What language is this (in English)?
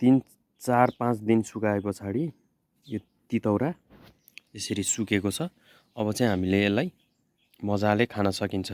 Nepali